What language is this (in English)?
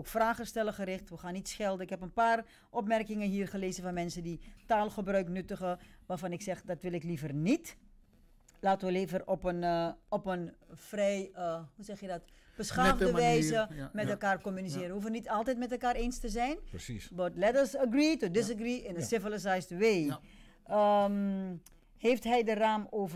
Dutch